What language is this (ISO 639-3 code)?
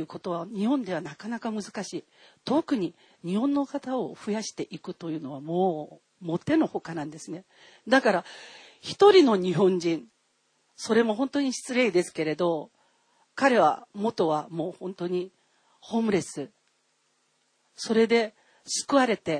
jpn